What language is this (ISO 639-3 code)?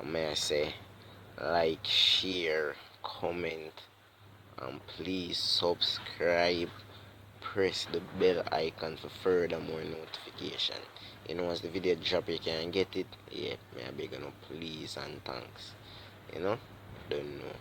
jam